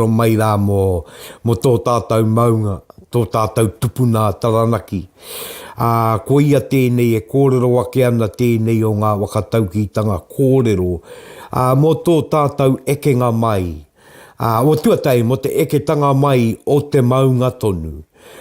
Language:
Māori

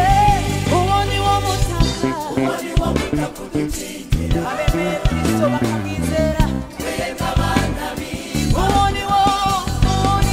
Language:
Kinyarwanda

